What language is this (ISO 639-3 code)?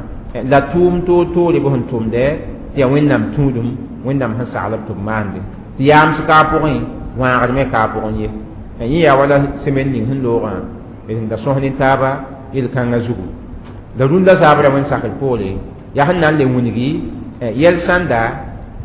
mos